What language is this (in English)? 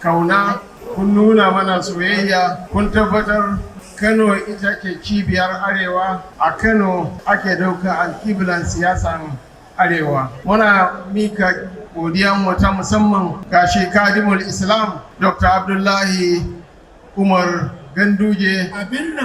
Hausa